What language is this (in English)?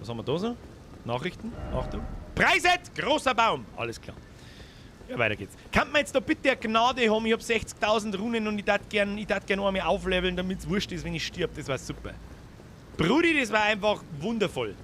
Bavarian